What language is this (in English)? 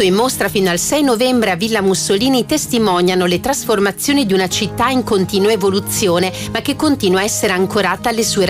Italian